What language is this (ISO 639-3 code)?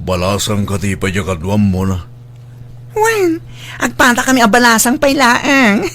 ilo